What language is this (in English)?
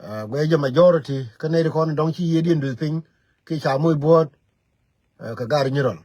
Nuer